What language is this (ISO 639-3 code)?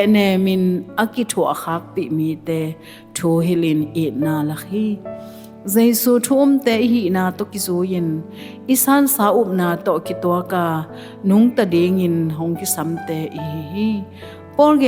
ctd